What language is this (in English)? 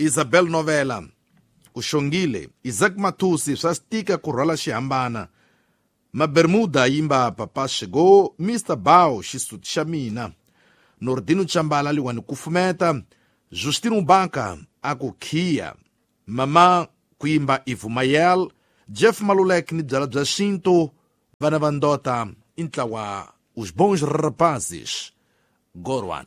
Tsonga